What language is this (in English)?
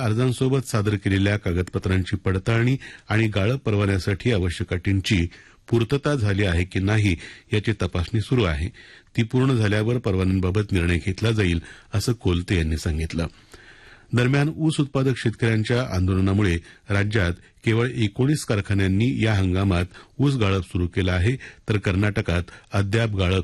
Marathi